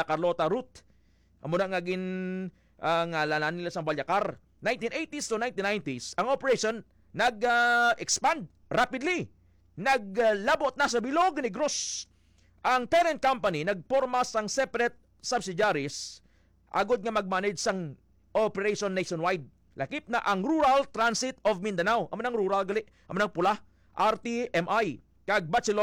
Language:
Hiligaynon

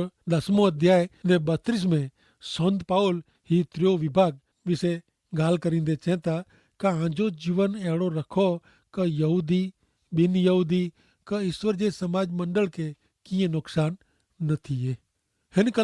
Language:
Kachhi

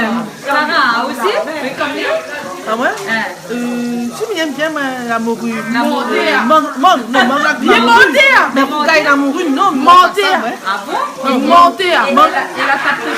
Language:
Réunion Creole French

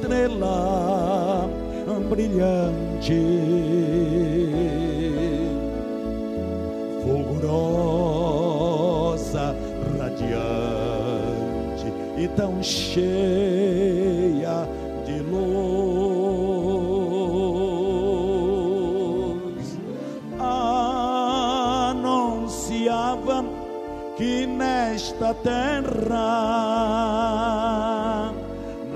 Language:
Portuguese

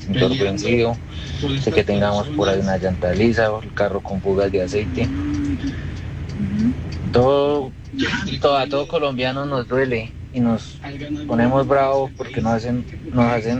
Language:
Spanish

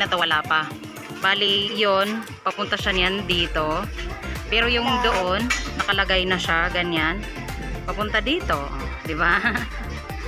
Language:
Filipino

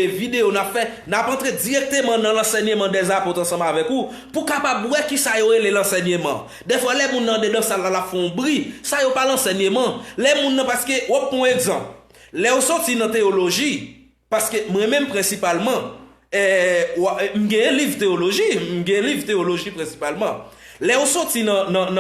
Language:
Haitian Creole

